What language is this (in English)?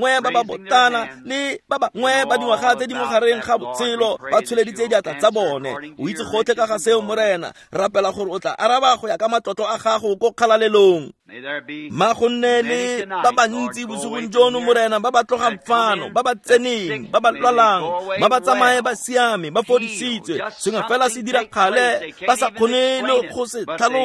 Tswana